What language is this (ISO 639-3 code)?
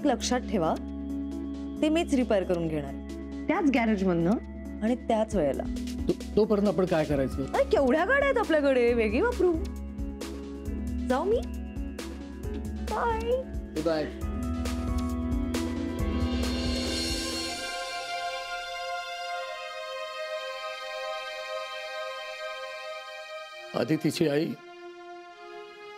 mar